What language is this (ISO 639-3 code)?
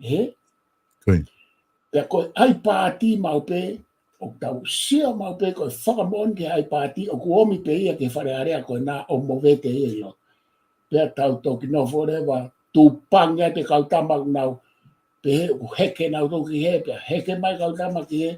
ton